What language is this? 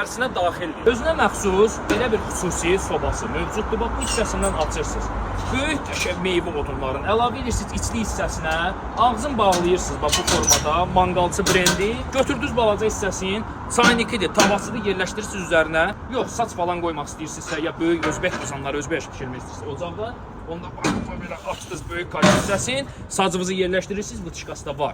Azerbaijani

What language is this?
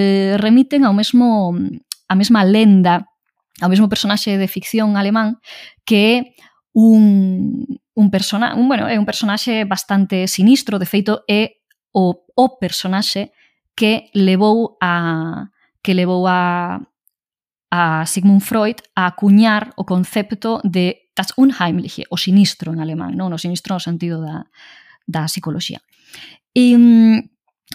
Galician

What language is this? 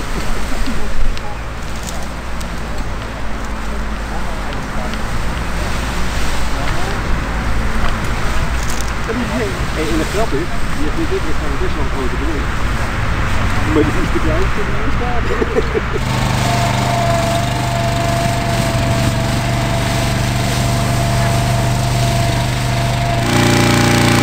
Dutch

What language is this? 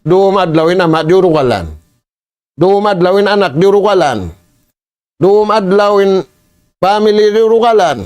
Tausug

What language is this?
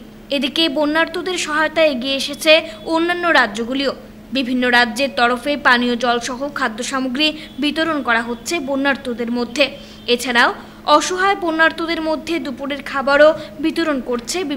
Bangla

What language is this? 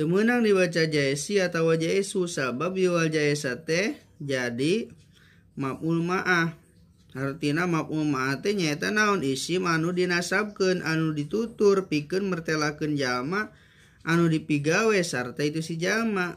Sundanese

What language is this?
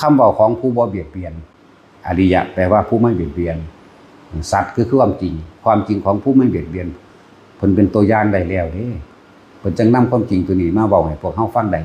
Northeastern Thai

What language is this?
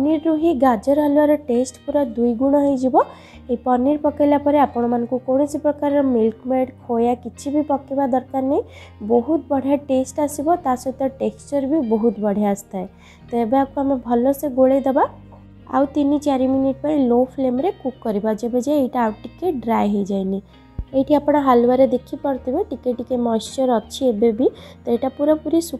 Odia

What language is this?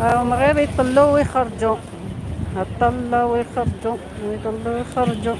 Algerian Arabic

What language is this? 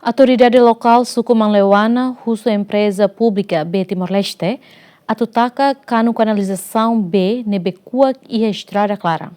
Tetum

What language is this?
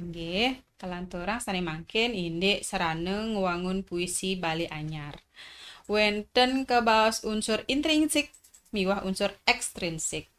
Balinese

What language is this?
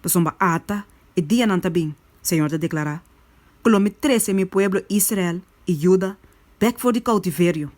Papiamento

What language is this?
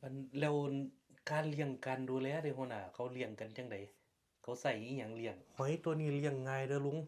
Northeastern Thai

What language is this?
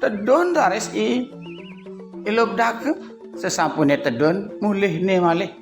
Balinese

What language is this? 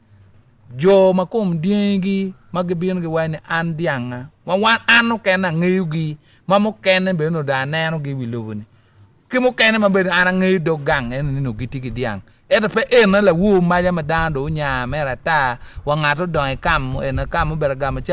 Acoli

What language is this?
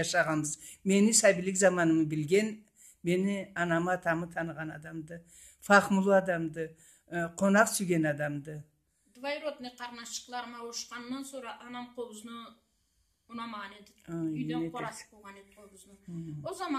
Karachay-Balkar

